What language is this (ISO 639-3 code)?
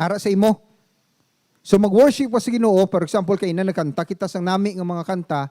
hil